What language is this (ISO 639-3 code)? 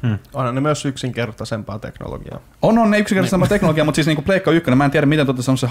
fin